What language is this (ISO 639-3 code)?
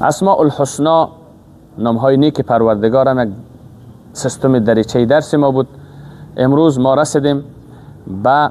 fas